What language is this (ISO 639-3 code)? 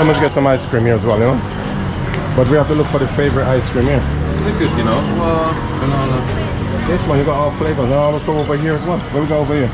jam